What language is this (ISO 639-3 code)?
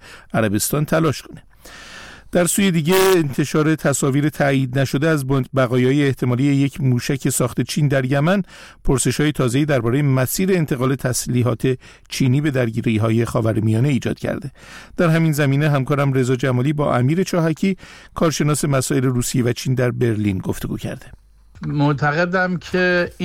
fas